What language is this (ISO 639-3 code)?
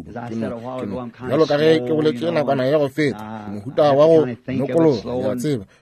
nso